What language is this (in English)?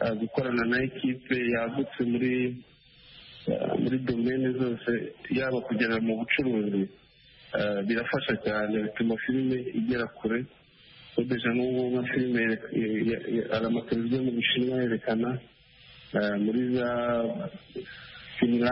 Kinyarwanda